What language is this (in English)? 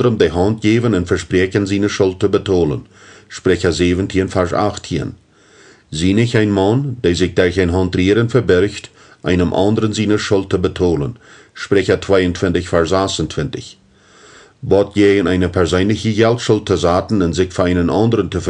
Plautdietsch